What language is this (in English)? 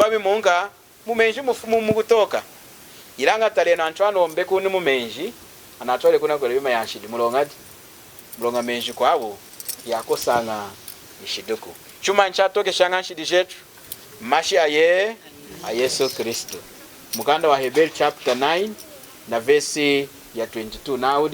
Lunda